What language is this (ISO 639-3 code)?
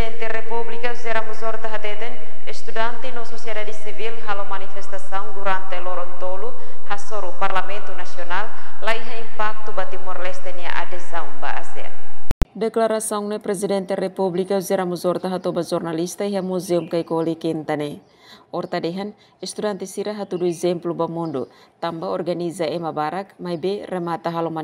tet